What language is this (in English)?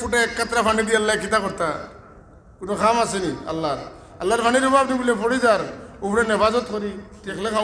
Sylheti